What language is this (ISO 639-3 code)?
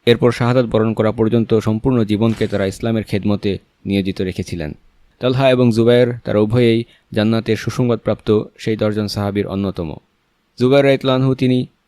ben